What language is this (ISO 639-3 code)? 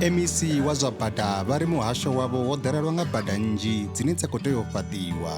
ven